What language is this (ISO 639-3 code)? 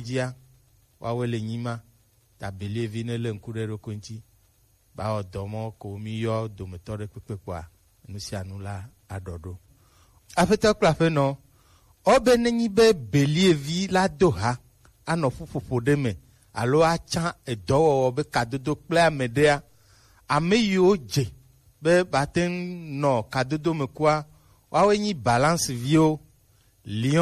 gej